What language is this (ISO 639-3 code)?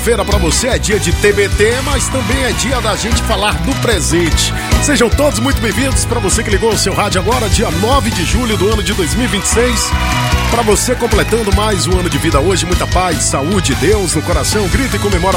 por